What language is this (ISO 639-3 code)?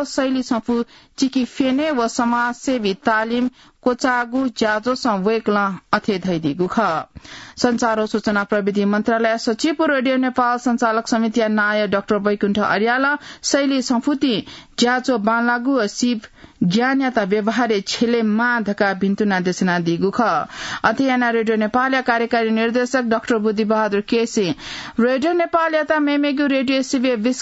new